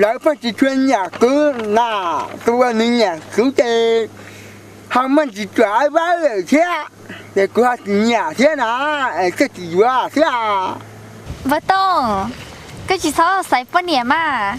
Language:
Hmong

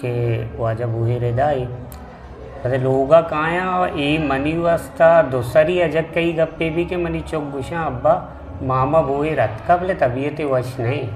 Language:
Eastern Balochi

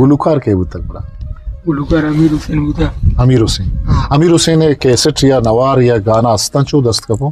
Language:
Eastern Balochi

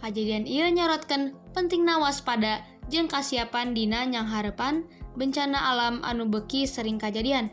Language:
Sundanese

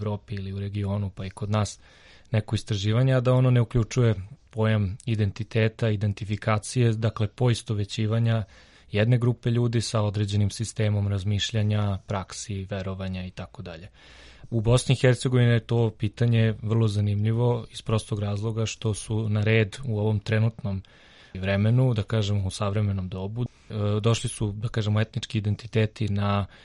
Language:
Serbian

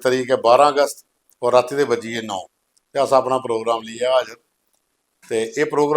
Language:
Dogri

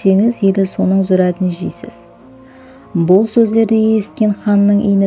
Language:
Kara-Kalpak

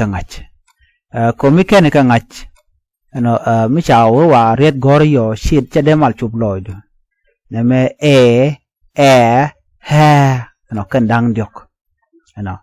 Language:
Nuer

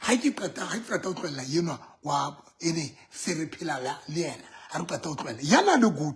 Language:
Southern Sotho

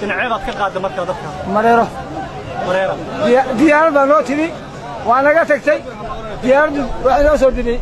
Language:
Somali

